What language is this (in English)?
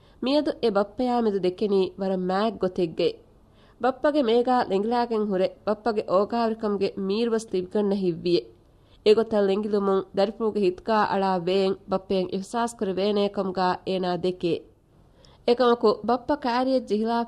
Divehi